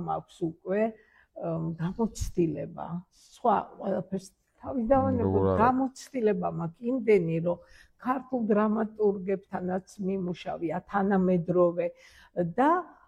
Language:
Georgian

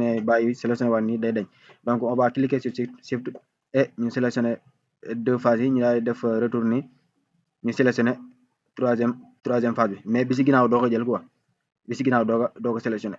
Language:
Wolof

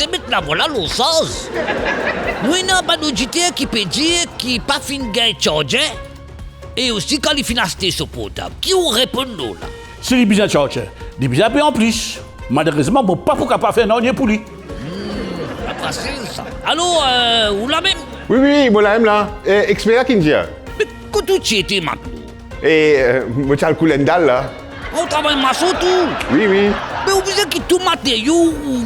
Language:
Morisyen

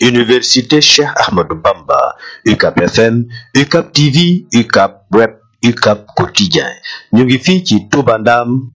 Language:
Wolof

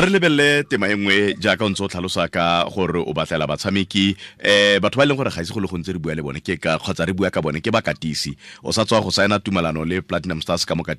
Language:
Tswana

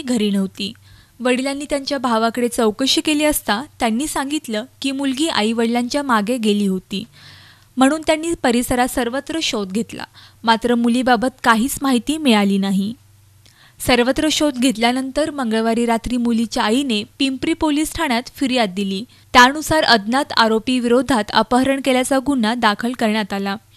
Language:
Marathi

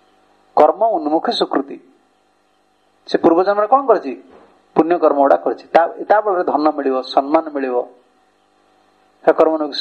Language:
Odia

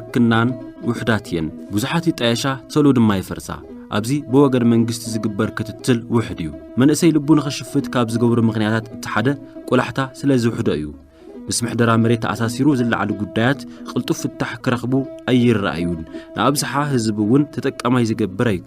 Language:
Tigrinya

